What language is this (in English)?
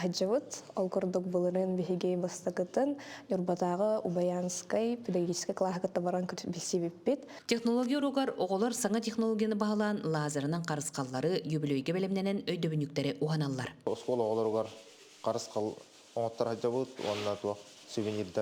Yakut